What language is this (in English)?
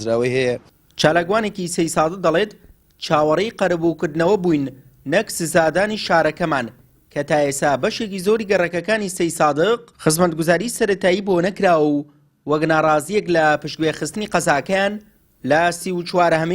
Central Kurdish